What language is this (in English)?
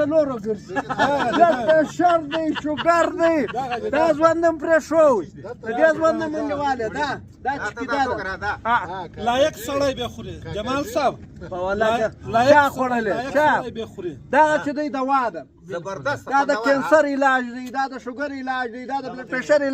Pashto